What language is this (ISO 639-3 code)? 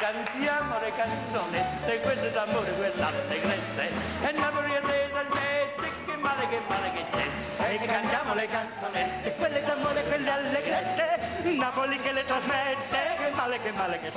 nap